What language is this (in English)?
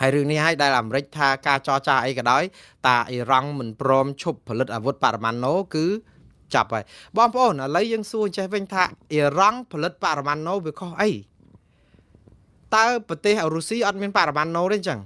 Khmer